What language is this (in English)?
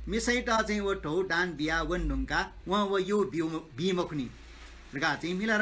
Newari